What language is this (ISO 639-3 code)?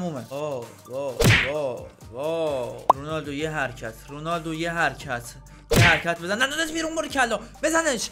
fas